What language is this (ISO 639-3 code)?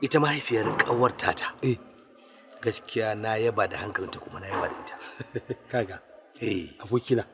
hau